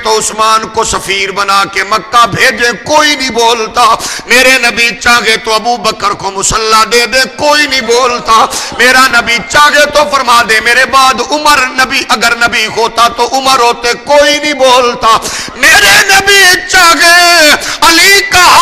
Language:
Urdu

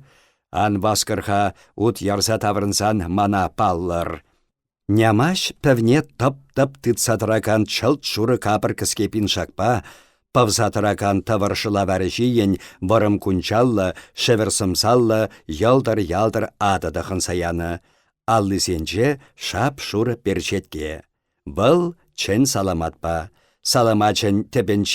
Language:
Chuvash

